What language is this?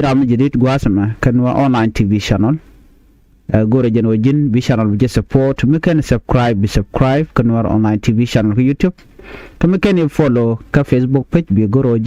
Nuer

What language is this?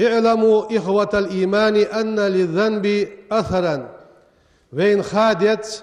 Ingush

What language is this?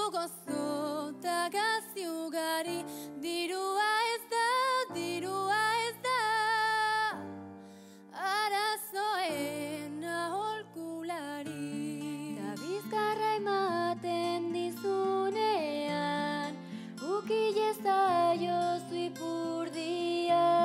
Basque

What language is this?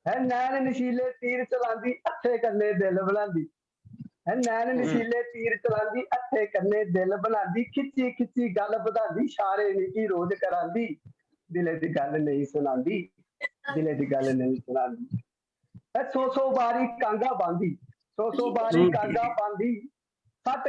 Dogri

